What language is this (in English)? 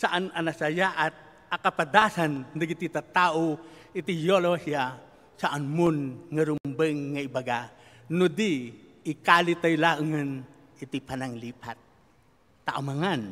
Iloko